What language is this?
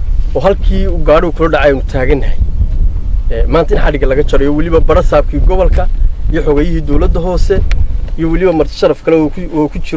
Somali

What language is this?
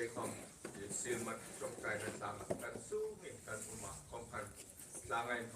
Hmar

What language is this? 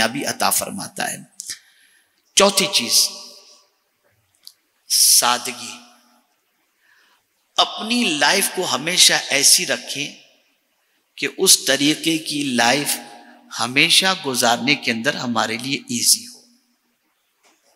Urdu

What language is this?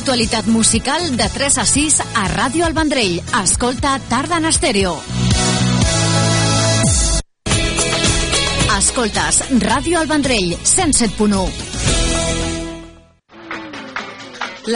Catalan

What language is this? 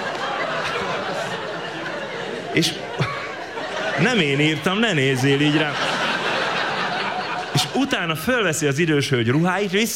Hungarian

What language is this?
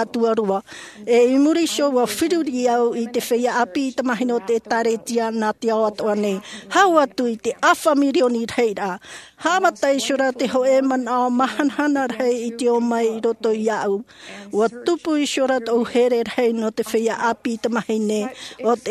Tahitian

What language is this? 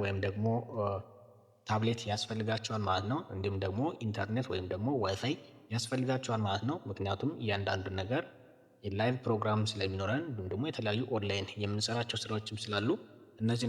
Amharic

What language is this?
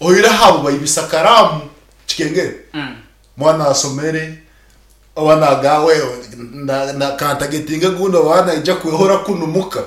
Nyankole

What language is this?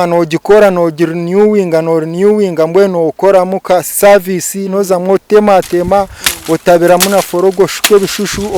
Nyankole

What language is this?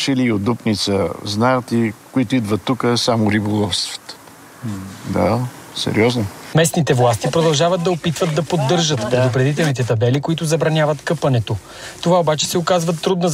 Bulgarian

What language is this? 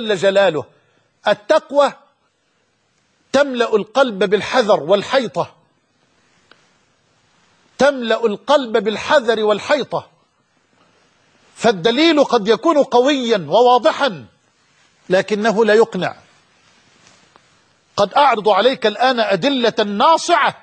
Arabic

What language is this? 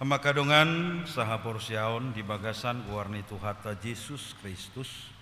Batak Toba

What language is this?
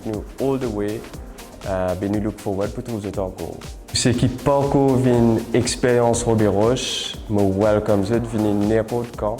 Morisyen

